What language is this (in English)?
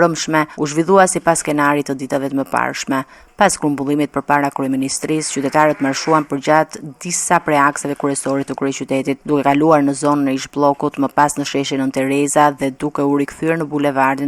Albanian